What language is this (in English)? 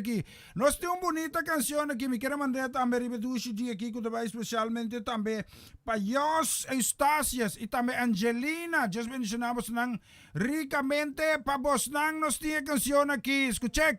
Papiamento